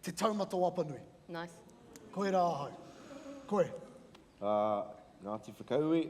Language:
Māori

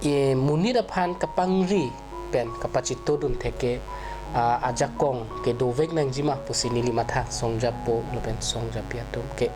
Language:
Karbi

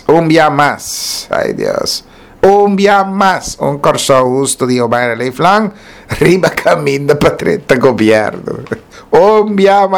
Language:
Papiamento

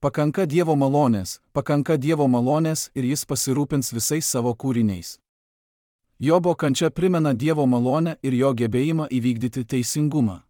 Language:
Lithuanian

